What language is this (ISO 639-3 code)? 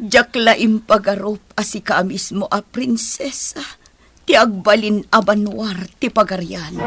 ilo